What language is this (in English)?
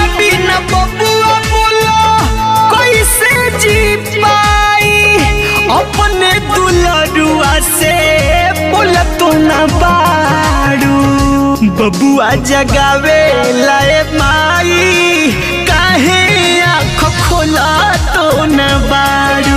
Bhojpuri